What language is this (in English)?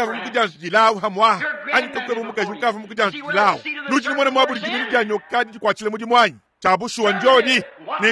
Luba-Lulua